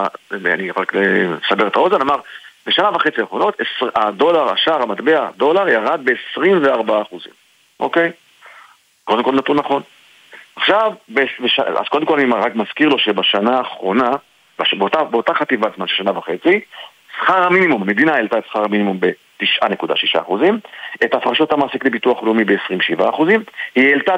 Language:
Hebrew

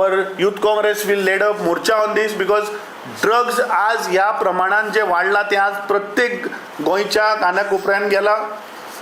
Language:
Konkani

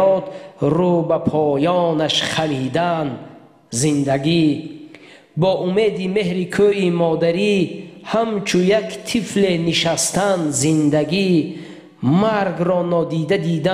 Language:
Tajik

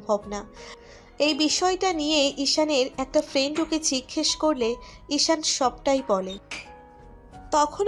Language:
Bangla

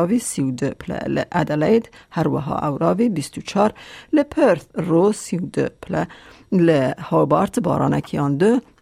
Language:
Kurdish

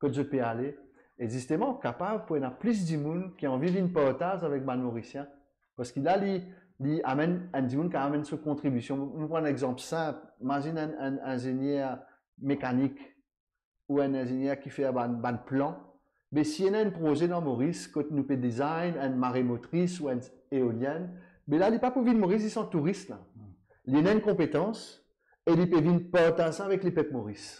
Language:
Morisyen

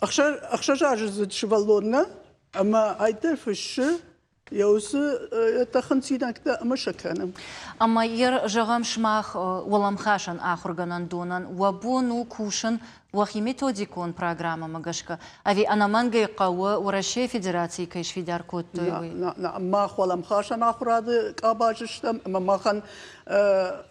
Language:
Ossetic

